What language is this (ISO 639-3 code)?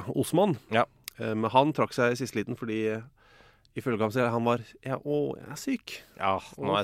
nor